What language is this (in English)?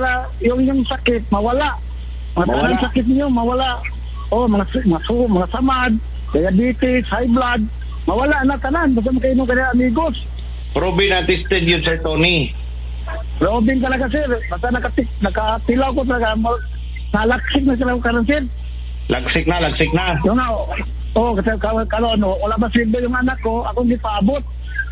Cebuano